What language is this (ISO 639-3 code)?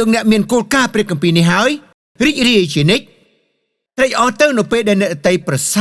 khm